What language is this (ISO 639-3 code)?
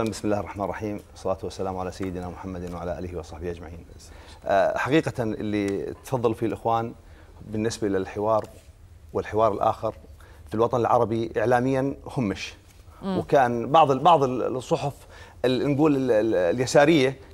ara